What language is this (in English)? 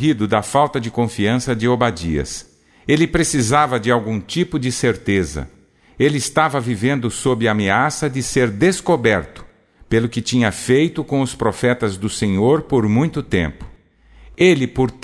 Portuguese